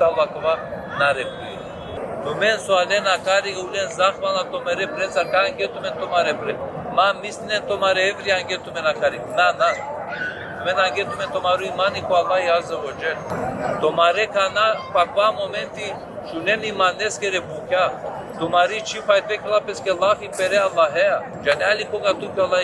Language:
Balkan Romani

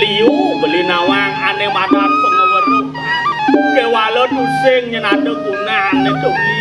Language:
Balinese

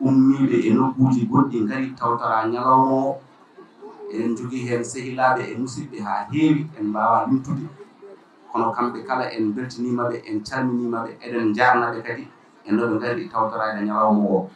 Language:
Fula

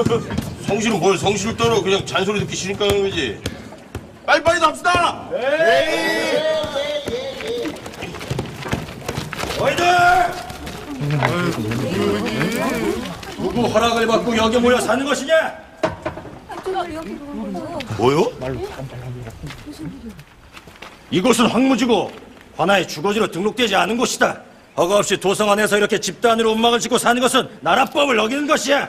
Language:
Korean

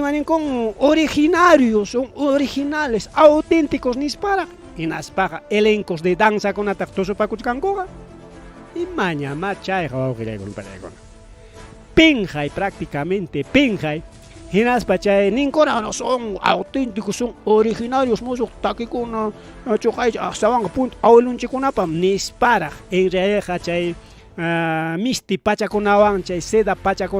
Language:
Ayacucho Quechua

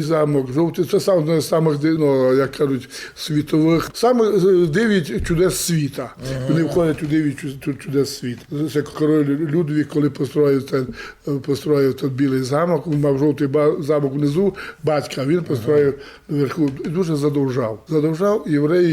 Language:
Rusyn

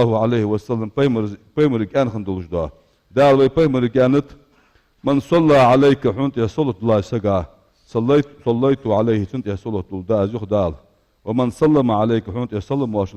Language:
Ingush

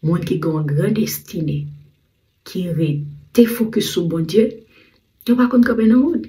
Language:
Haitian Creole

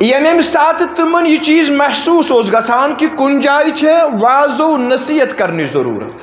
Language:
Kashmiri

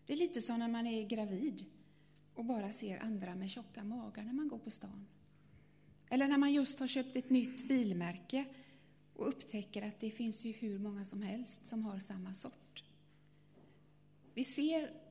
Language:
Swedish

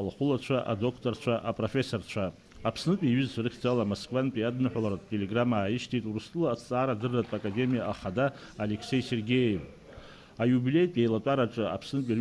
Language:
Abkhazian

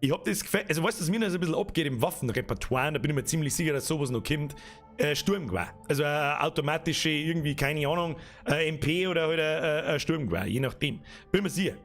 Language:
Bavarian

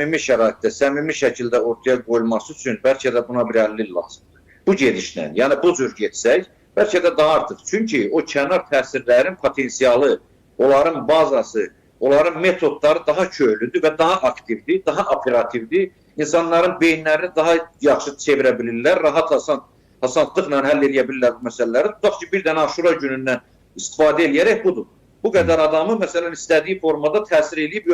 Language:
Azerbaijani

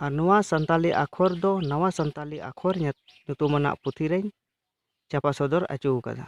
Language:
Santali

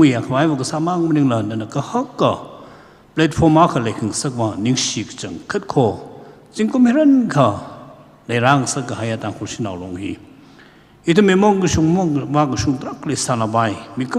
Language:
Tangkhul Naga (India)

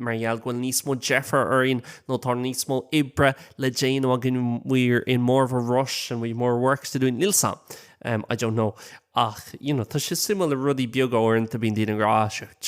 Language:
Irish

